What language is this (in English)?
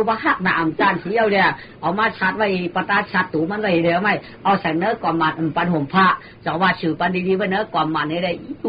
Shan